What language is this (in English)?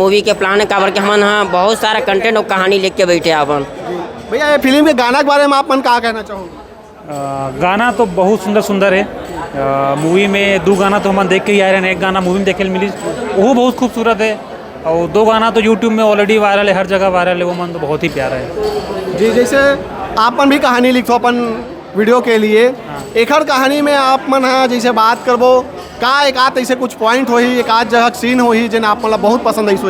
Chhattisgarhi